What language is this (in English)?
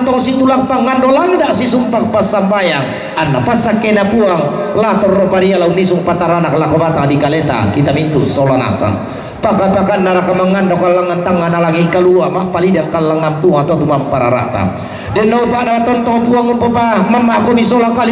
Toraja-Sa'dan